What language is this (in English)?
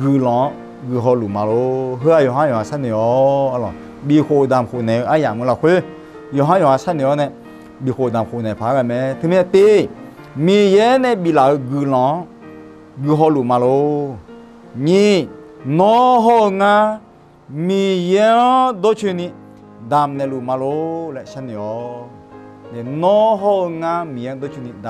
Akha